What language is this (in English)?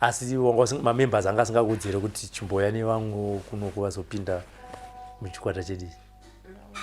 Shona